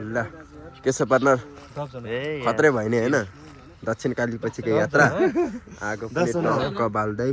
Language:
Nepali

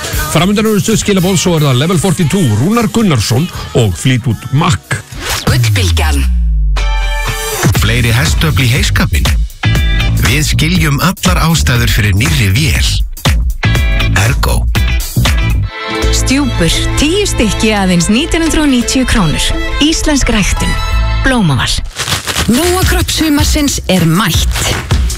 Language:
Icelandic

